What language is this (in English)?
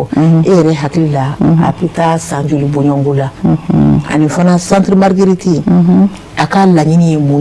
Bambara